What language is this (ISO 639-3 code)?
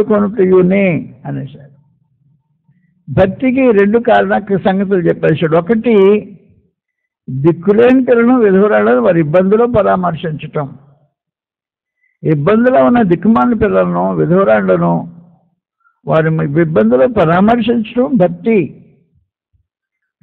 tel